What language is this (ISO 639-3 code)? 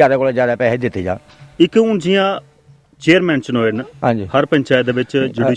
doi